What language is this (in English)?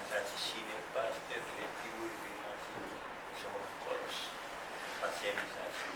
Pohnpeian